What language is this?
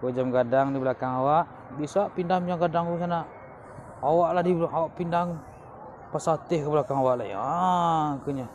Minangkabau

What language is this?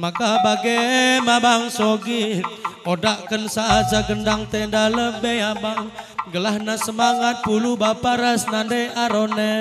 Batak Karo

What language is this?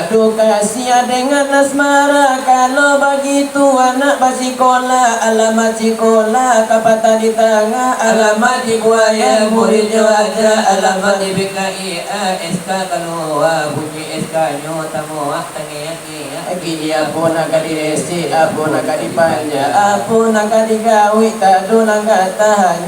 Minangkabau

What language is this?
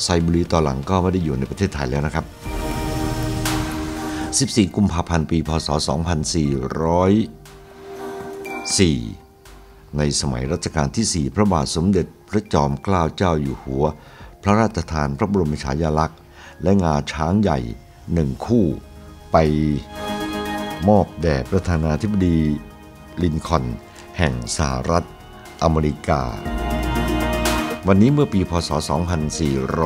Thai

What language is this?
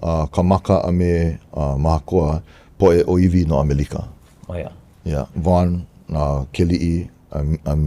Hawaiian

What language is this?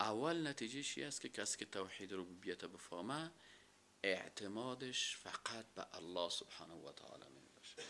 Persian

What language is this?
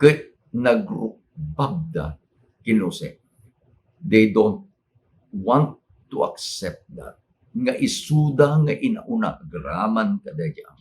Iloko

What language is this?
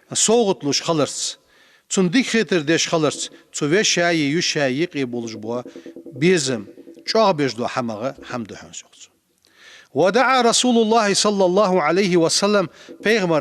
Ingush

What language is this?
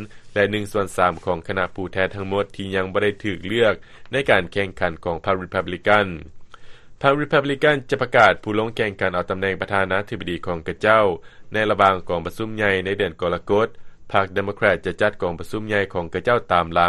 Lao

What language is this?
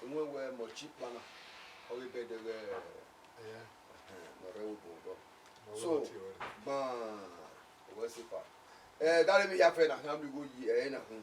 Bini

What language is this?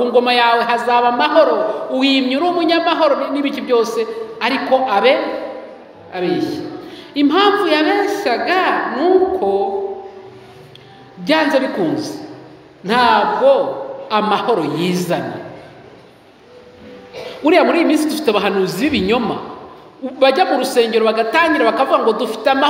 Kinyarwanda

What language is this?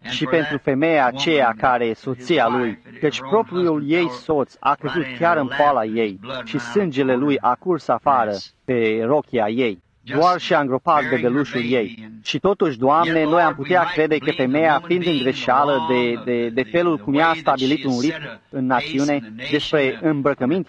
Romanian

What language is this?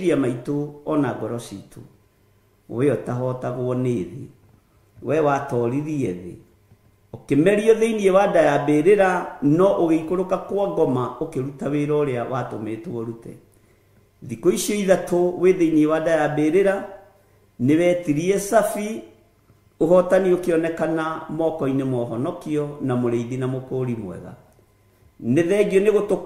Kikuyu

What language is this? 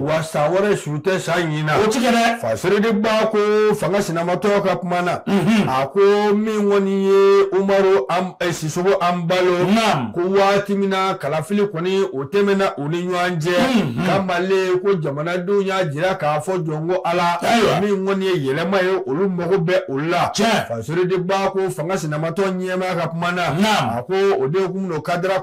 Bambara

